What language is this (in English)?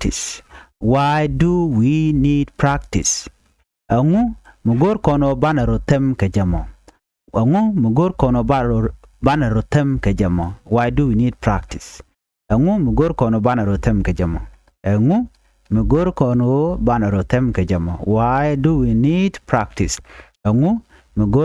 Nuer